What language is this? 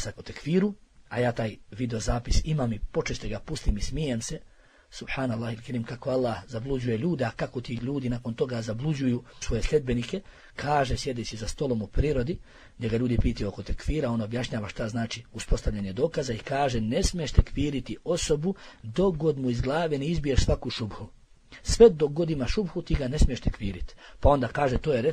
Bosnian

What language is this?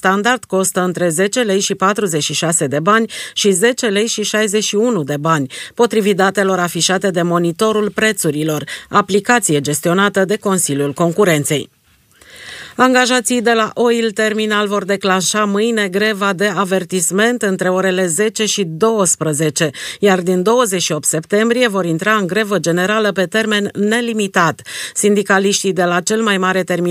Romanian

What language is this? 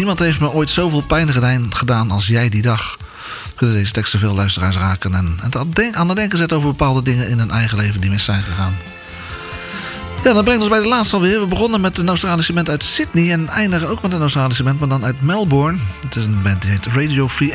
Dutch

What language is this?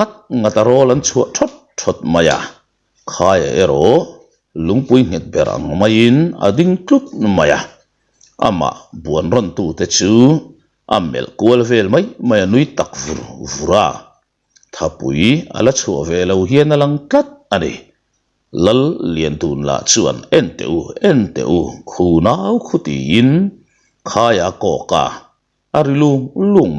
Mizo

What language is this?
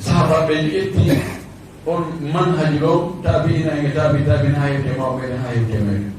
Fula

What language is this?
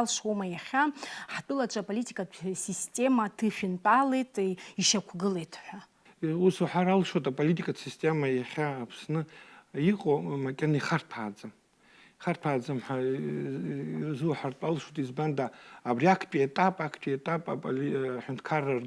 Abkhazian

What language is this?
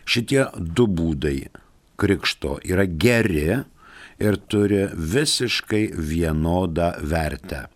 Lithuanian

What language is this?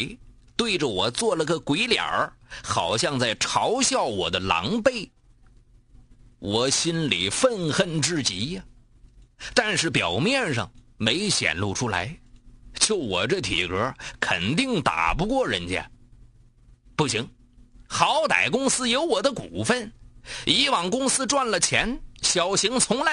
Chinese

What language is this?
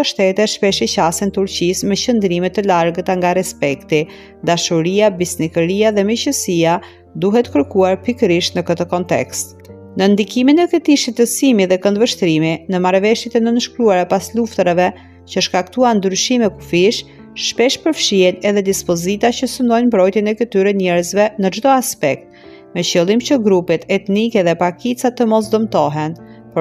Albanian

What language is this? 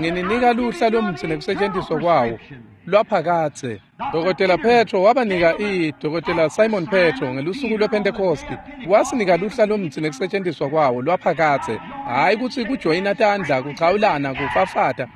Swati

